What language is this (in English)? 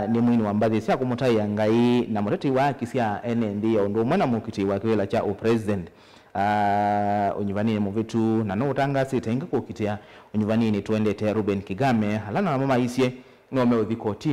Kamba